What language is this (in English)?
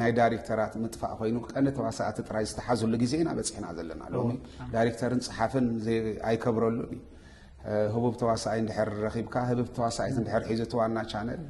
Tigrinya